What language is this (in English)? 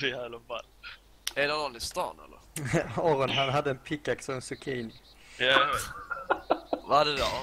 Swedish